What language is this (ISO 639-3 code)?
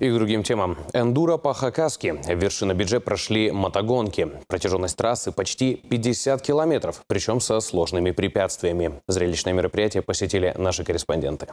kjh